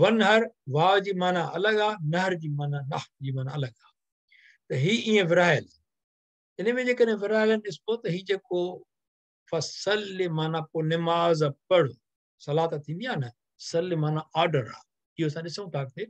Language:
Sindhi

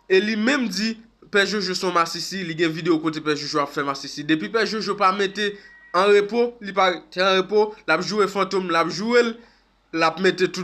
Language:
Haitian Creole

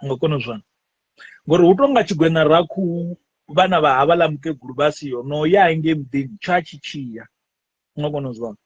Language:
Venda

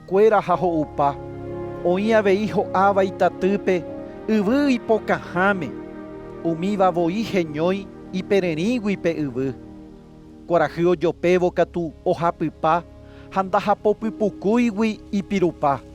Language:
Guarani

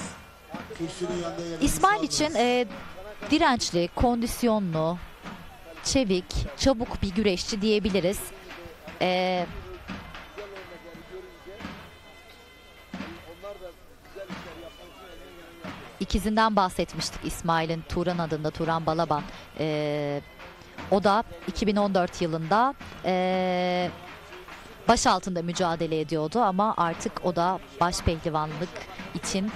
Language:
Turkish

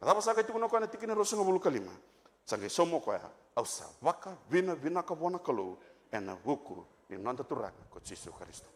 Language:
Fijian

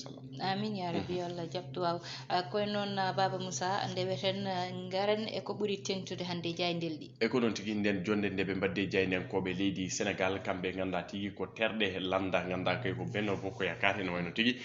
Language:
Fula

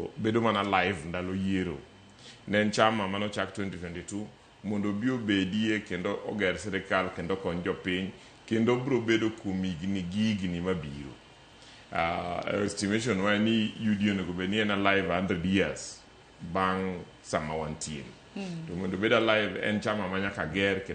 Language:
Luo (Kenya and Tanzania)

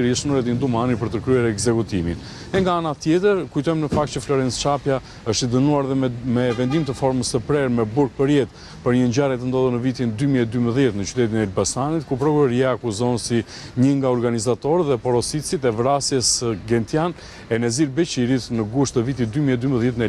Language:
Albanian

